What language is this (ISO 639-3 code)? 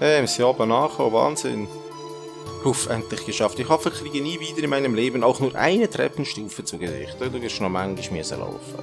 gsw